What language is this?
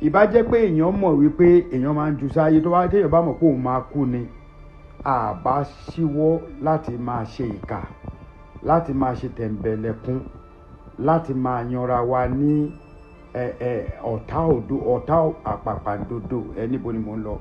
Yoruba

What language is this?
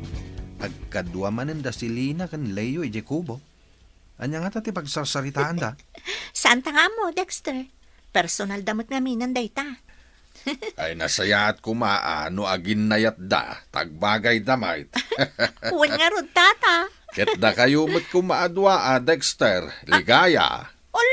Iloko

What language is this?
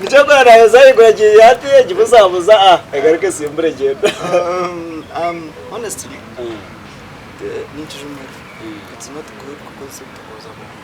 Nyankole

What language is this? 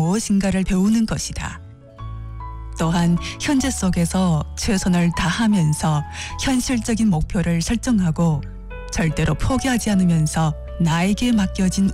Korean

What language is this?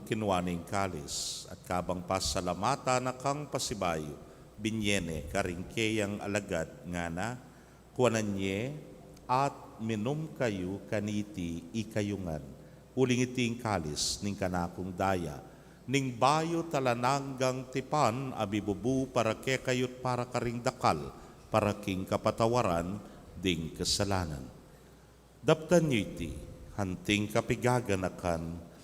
Pampanga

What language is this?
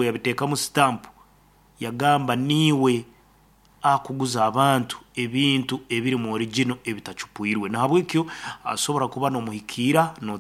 Nyankole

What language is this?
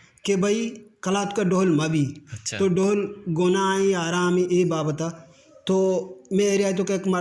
Eastern Balochi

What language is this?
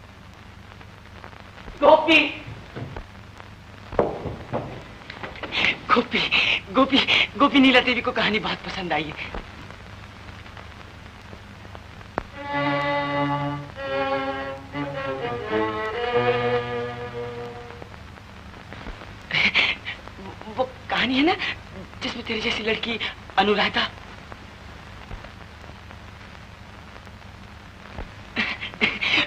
Hindi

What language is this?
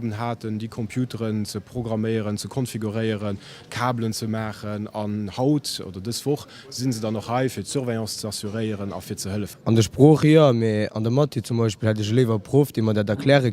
Luxembourgish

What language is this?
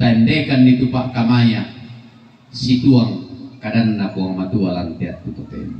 Toraja-Sa'dan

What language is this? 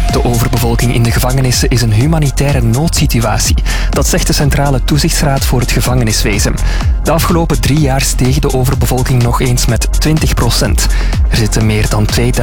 Dutch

